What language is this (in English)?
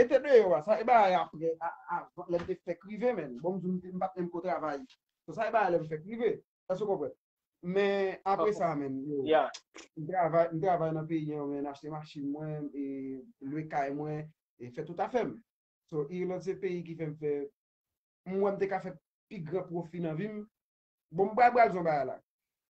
Haitian Creole